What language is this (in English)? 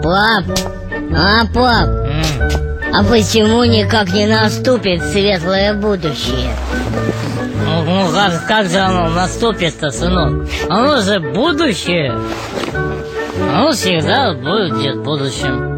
Russian